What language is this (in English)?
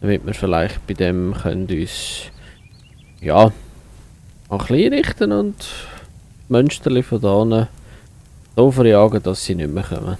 Swiss German